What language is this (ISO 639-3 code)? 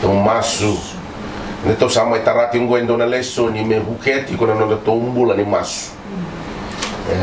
fij